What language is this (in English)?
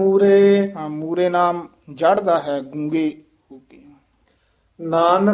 Punjabi